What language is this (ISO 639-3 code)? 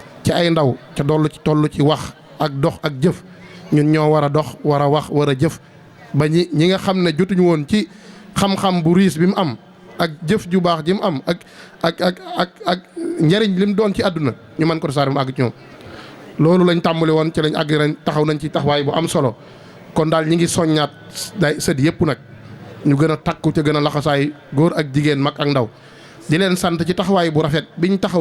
wol